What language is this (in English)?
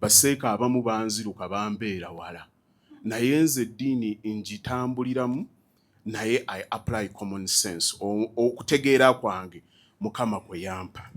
Ganda